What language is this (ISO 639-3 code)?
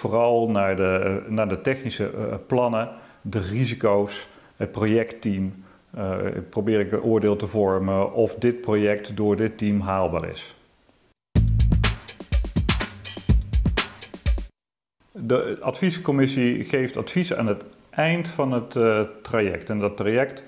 nld